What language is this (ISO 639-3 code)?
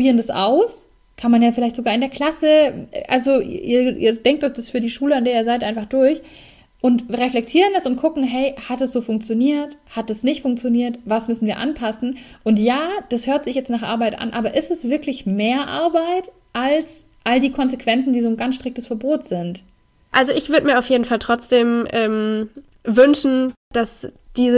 deu